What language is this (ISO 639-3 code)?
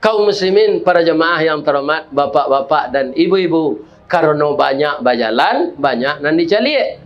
min